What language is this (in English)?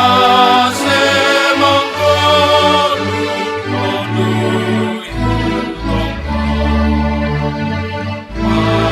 Batak Simalungun